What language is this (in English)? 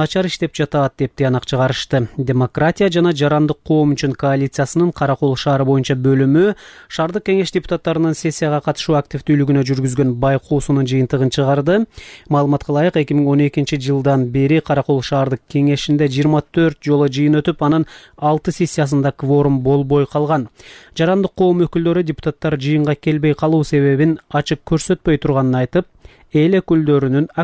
Kyrgyz